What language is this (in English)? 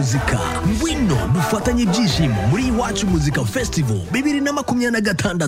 Kinyarwanda